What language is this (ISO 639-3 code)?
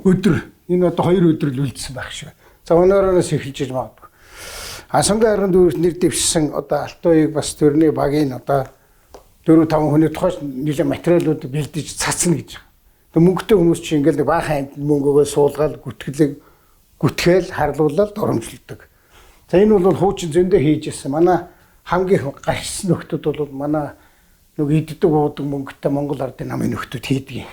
mon